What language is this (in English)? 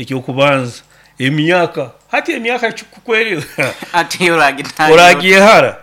Nyoro